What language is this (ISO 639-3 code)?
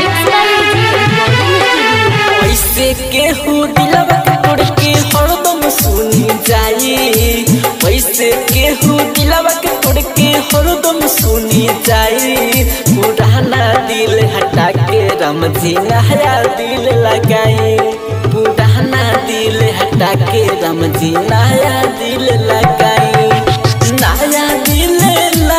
bho